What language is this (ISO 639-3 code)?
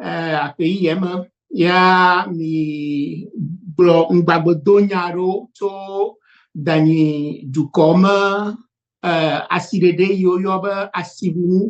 ewe